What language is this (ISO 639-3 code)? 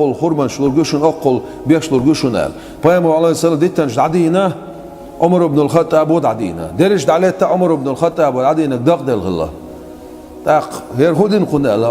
che